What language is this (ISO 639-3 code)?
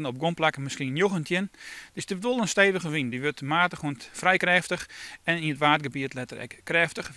fry